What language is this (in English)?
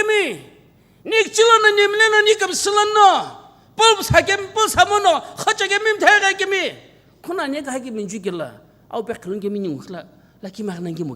Sumi Naga